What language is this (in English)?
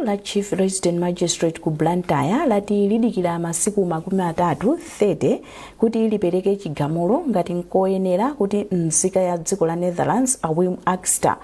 Nyanja